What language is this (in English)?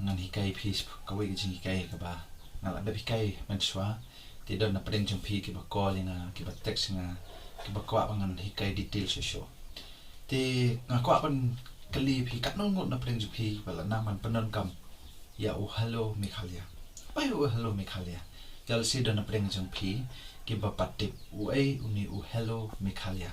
Khasi